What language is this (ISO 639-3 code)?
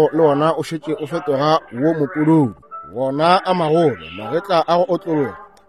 nso